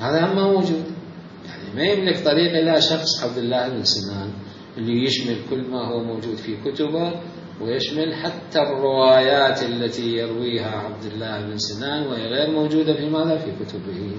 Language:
Mesopotamian Arabic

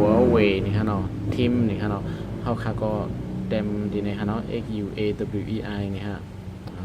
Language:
Shan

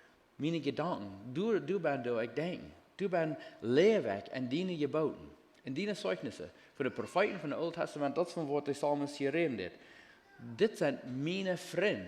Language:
Plautdietsch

